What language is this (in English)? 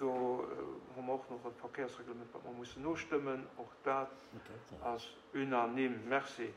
Luxembourgish